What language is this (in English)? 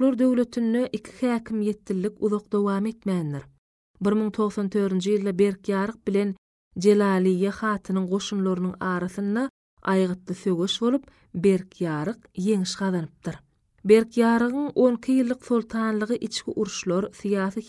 Turkmen